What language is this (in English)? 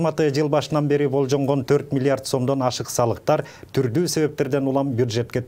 Kyrgyz